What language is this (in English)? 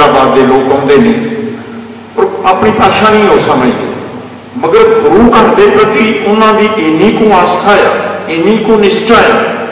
Punjabi